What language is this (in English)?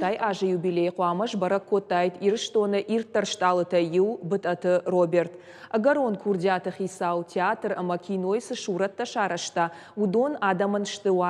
Ossetic